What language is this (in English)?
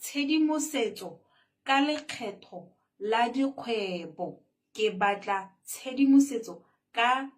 Tswana